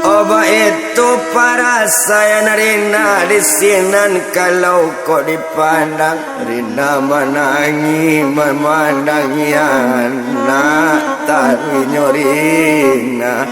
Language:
Minangkabau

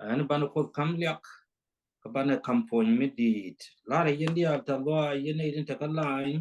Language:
Nuer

